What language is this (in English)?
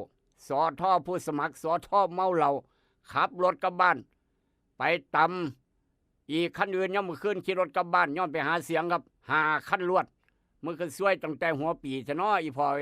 Northeastern Thai